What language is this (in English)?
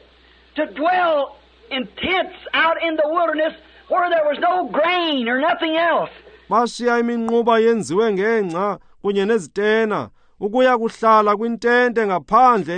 Xhosa